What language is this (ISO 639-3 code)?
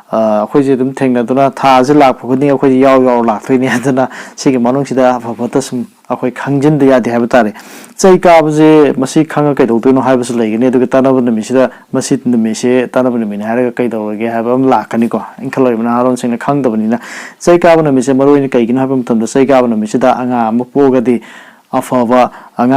mni